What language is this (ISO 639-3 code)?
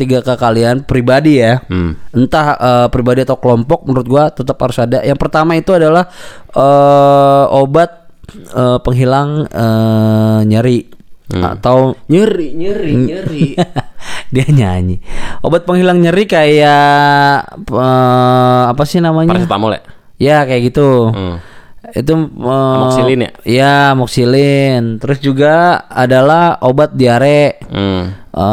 ind